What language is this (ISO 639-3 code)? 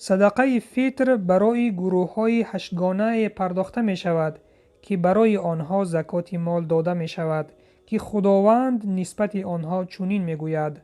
tgk